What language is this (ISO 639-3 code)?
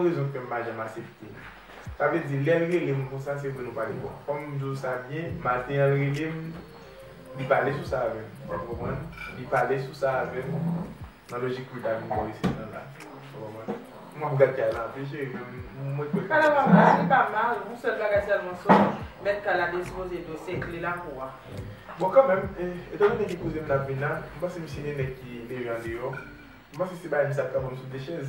hat